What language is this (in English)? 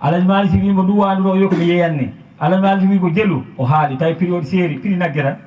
Fula